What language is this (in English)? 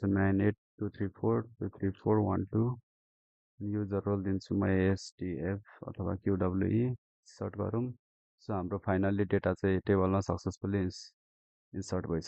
Nepali